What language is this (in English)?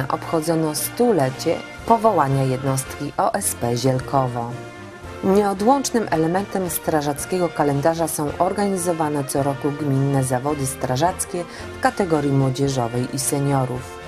Polish